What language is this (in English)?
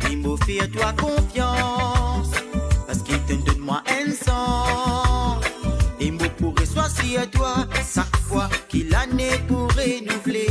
Morisyen